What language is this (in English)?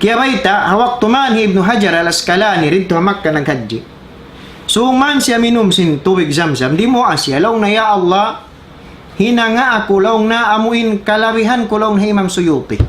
Tausug